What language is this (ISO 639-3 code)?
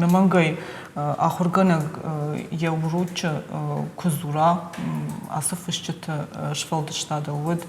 oss